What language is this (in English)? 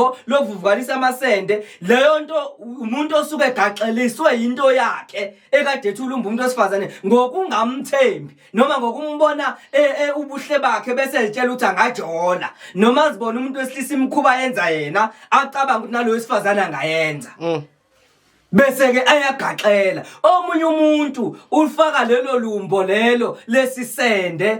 Zulu